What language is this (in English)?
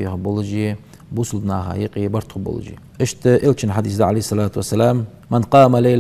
Ingush